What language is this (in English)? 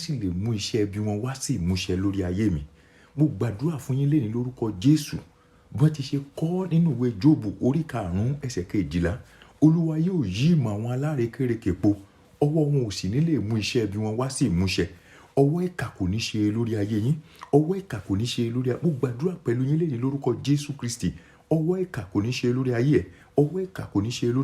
Yoruba